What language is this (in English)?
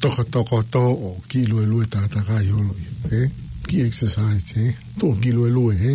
Tongan